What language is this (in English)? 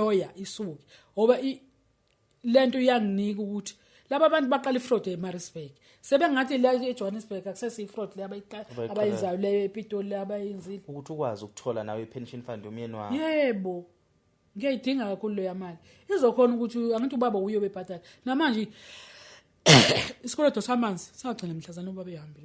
Zulu